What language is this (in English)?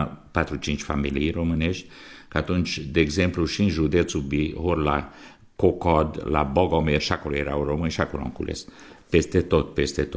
Romanian